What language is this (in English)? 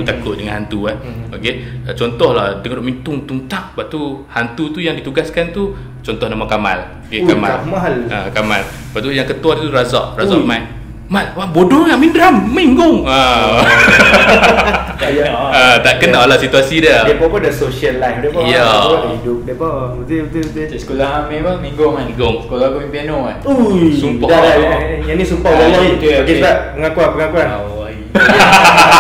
Malay